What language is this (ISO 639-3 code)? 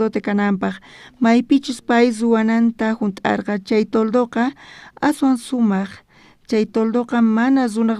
quh